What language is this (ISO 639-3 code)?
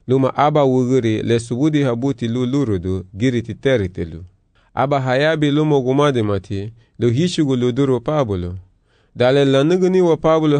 cab